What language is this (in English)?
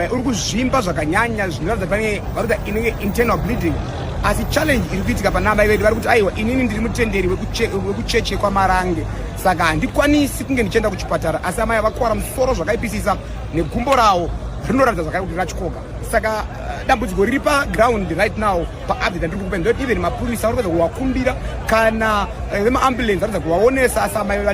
Shona